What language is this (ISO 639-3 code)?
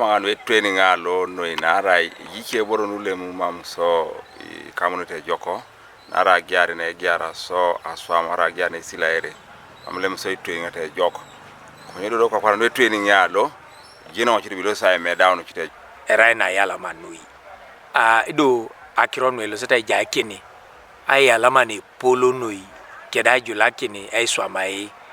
teo